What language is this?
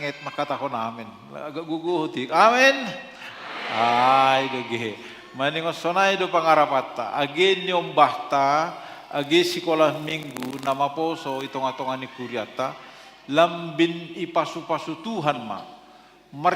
Batak Simalungun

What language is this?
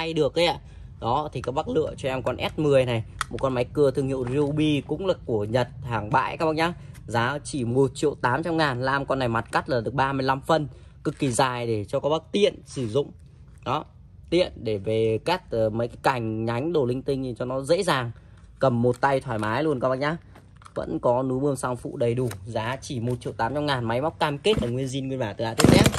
Vietnamese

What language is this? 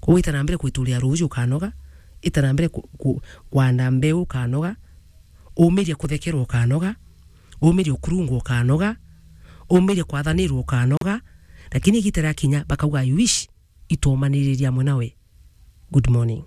Meru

